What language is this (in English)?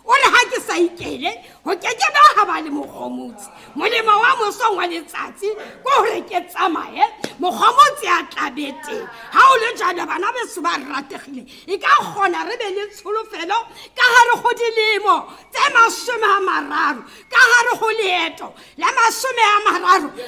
Tswana